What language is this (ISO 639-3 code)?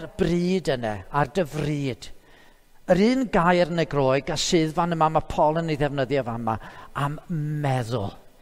cym